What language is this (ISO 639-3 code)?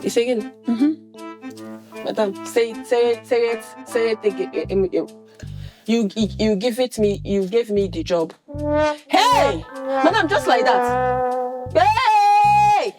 pcm